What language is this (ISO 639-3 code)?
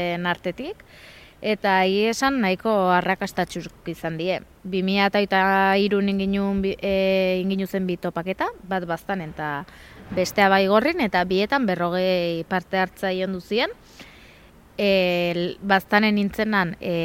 eus